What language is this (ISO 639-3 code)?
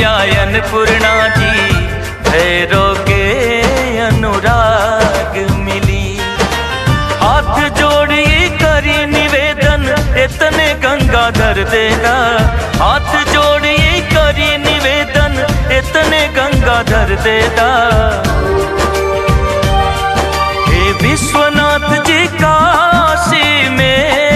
bho